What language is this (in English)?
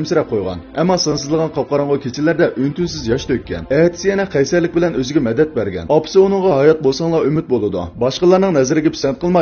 Uyghur